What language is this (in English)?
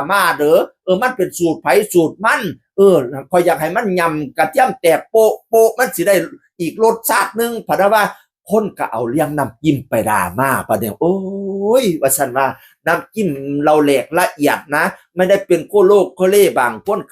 Northeastern Thai